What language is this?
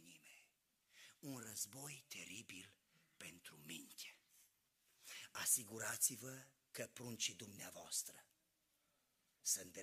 Romanian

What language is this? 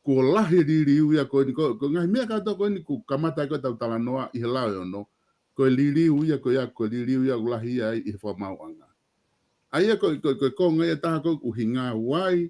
Tongan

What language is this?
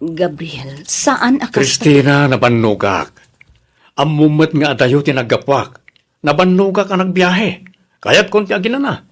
Iloko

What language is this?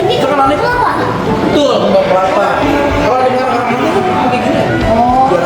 Betawi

